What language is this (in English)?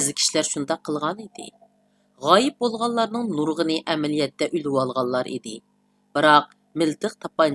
Uyghur